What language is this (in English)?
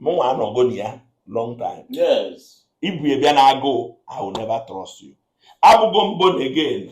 Igbo